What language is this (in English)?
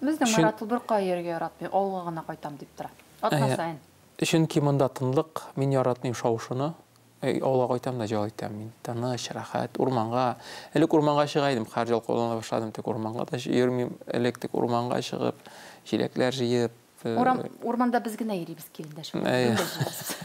Tatar